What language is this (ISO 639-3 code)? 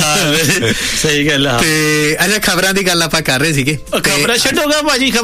pan